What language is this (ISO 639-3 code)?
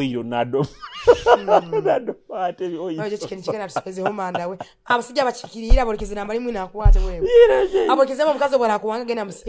nyo